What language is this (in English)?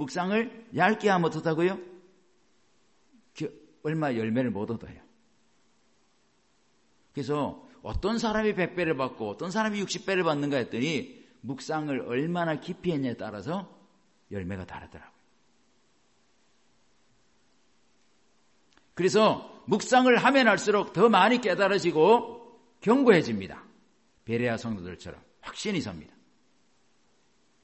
Korean